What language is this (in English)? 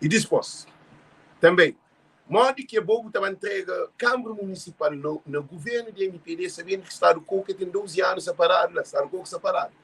Kabuverdianu